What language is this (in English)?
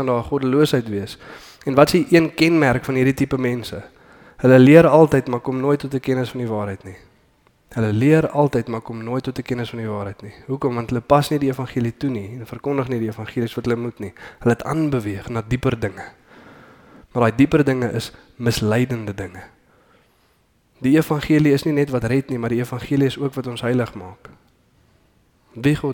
Afrikaans